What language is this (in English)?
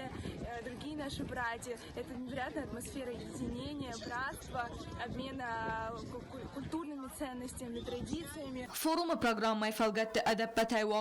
Ossetic